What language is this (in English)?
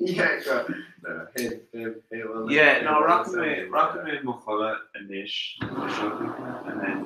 Irish